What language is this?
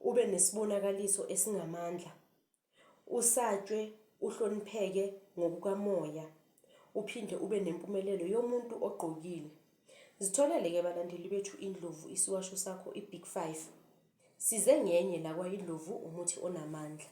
Zulu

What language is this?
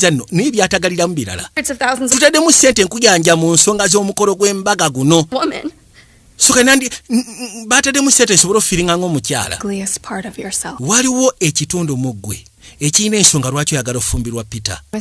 Ganda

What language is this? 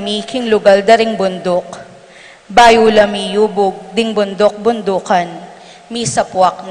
Pampanga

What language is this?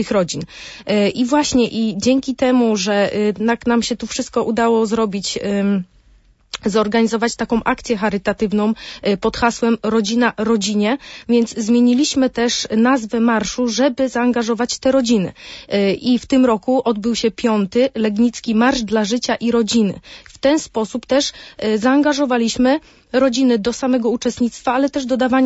Polish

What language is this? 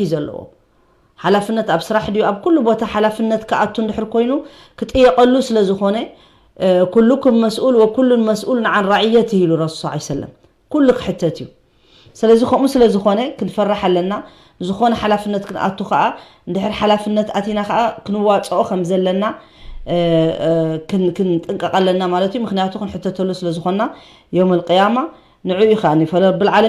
Tigrinya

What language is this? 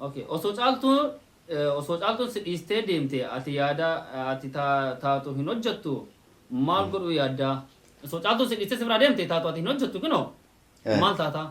Oromo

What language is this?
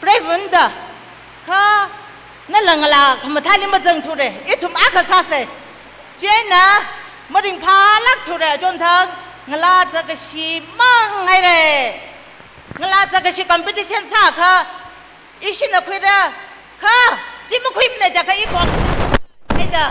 Tangkhul Naga (India)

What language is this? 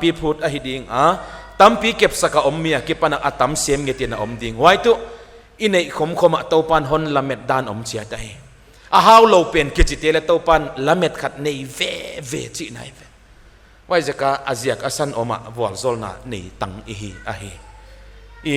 Paite Chin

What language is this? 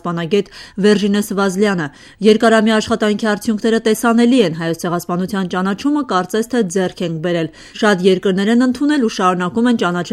Armenian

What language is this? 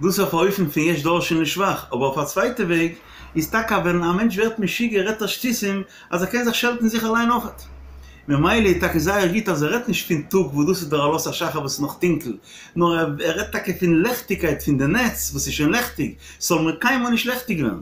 Yiddish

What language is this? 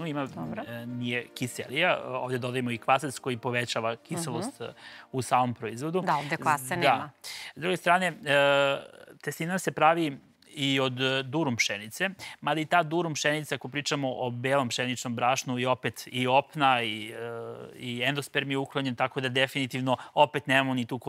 Serbian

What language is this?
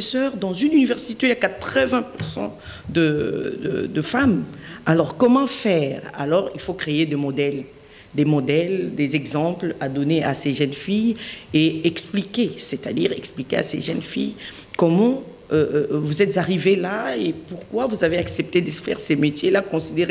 French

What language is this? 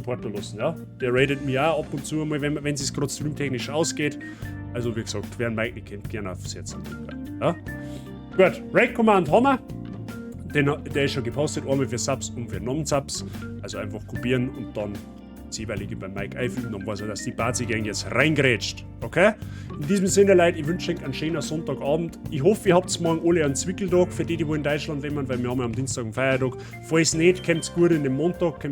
Bavarian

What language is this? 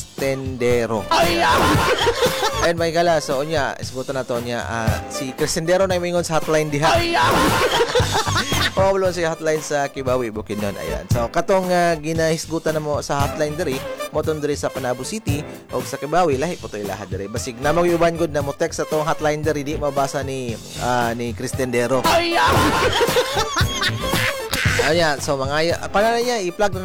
Cebuano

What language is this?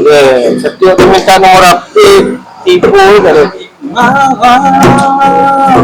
Minangkabau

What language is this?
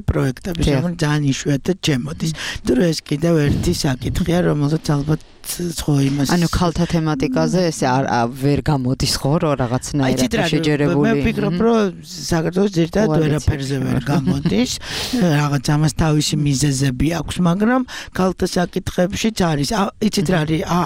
Georgian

